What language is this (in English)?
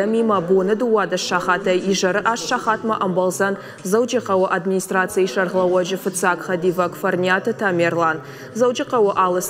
Ossetic